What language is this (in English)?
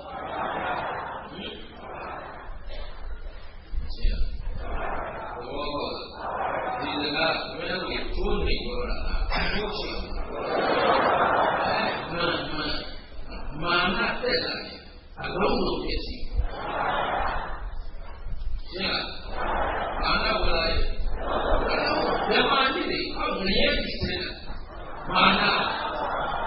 Burmese